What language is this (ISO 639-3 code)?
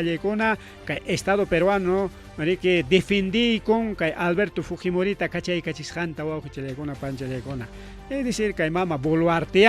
quy